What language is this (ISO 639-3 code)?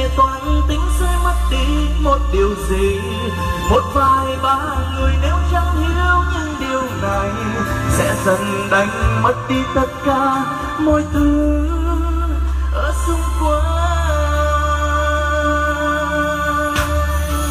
vie